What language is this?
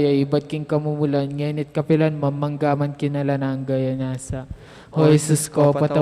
Pampanga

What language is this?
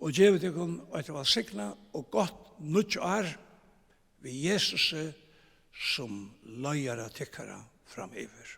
Faroese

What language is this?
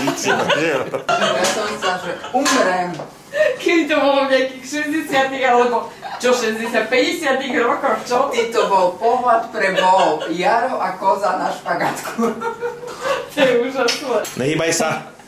Slovak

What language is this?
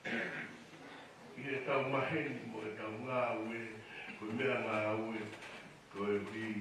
Tongan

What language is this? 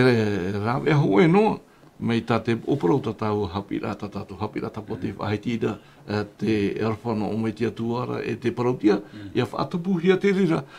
Tahitian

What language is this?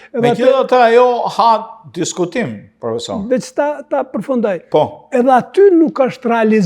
Albanian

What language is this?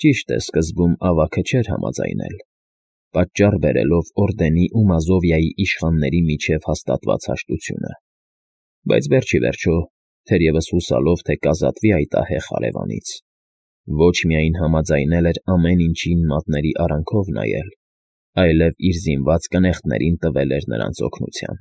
Armenian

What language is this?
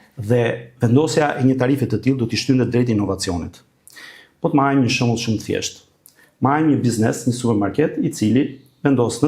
Albanian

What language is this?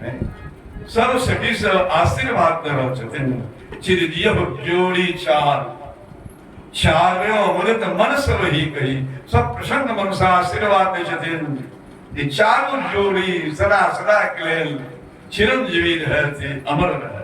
Maithili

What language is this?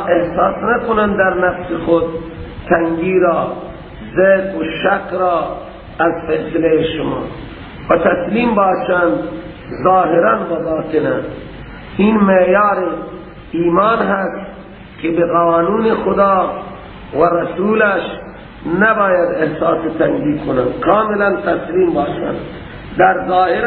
Persian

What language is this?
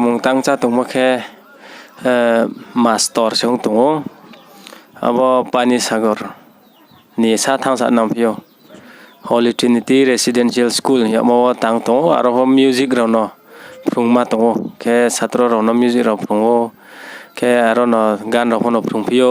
Riang (India)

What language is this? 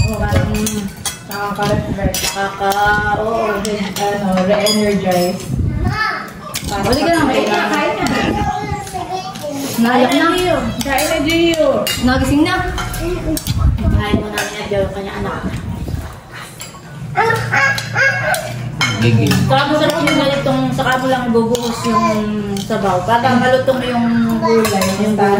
Filipino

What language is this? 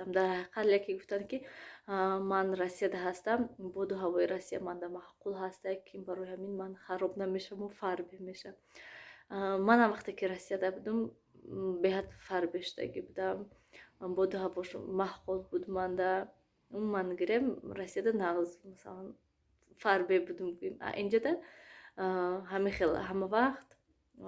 Tajik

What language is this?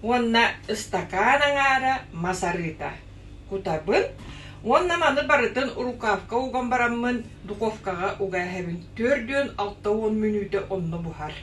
Yakut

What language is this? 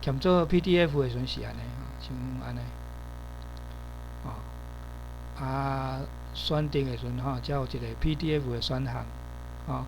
Min Nan Chinese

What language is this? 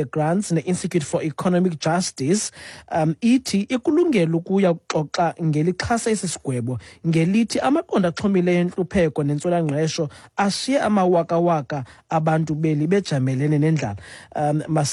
Xhosa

